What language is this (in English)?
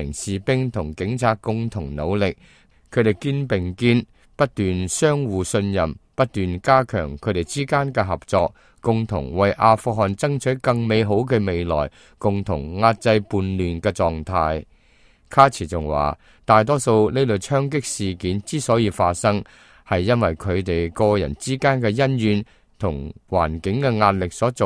Cantonese